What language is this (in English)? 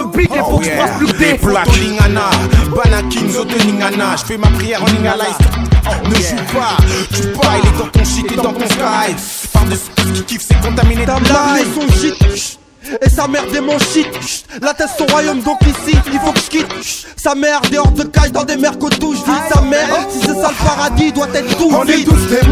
French